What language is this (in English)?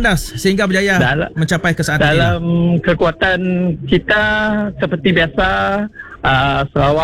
Malay